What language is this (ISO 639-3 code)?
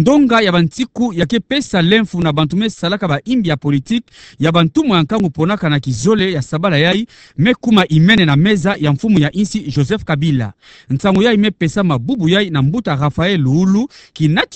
ktu